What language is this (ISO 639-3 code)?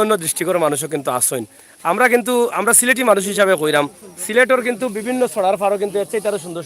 syl